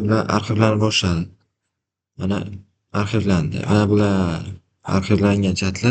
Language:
Uzbek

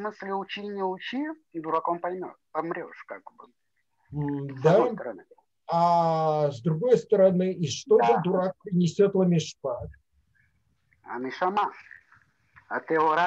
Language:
Russian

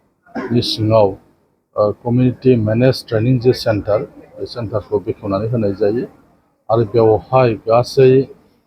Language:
Bodo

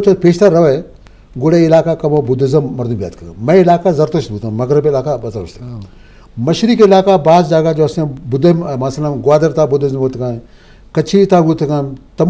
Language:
Eastern Balochi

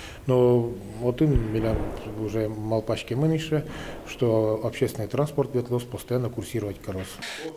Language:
Udmurt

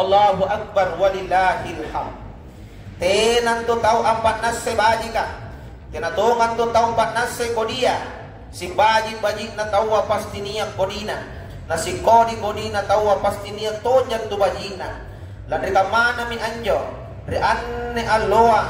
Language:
Makasar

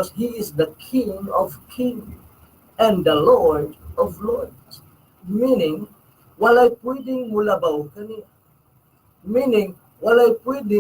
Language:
Cebuano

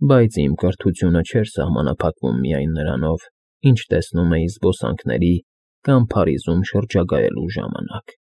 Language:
Armenian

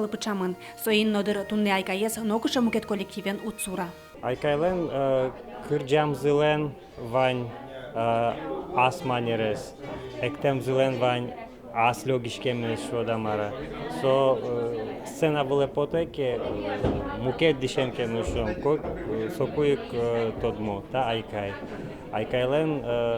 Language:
Udmurt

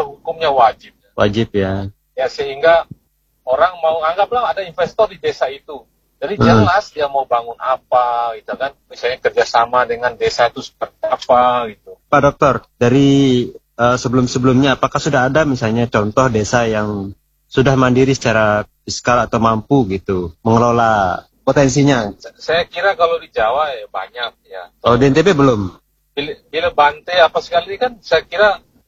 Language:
Indonesian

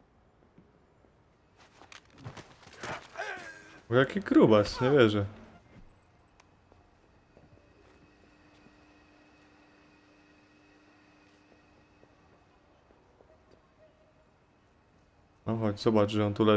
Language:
Polish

